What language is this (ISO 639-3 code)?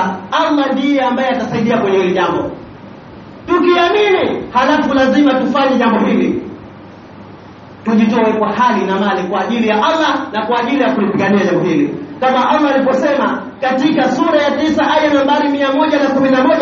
swa